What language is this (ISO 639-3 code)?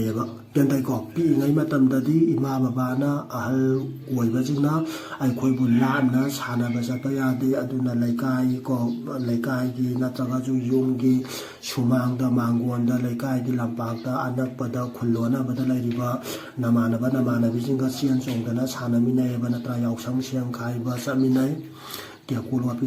mni